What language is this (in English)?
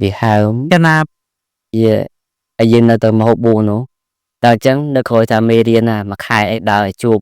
Khmer